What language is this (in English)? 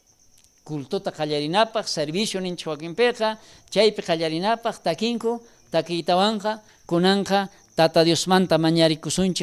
South Bolivian Quechua